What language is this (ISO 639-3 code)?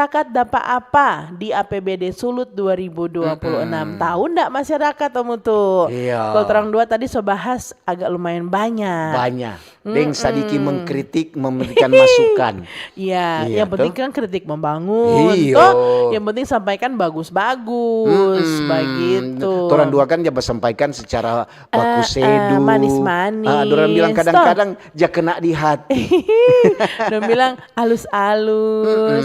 xmm